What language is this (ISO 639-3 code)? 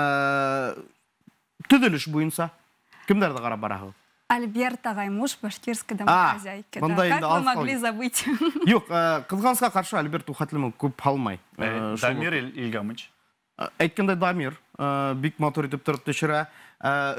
bak